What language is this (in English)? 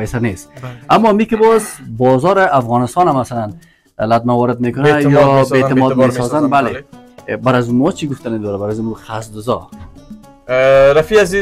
Persian